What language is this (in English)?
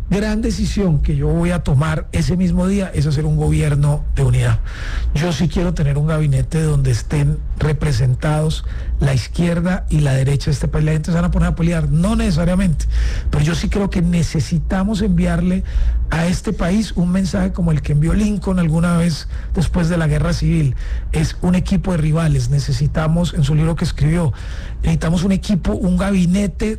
Spanish